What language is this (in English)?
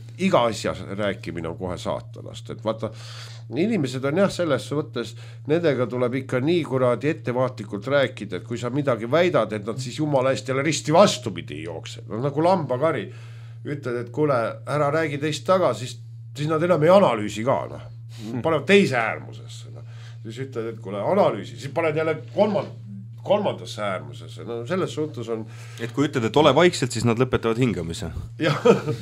Estonian